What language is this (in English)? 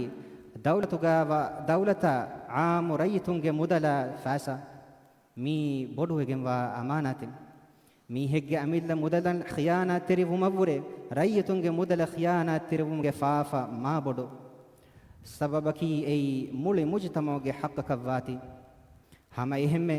Divehi